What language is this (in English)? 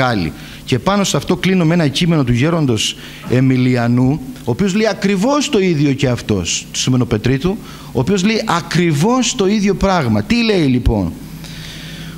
Greek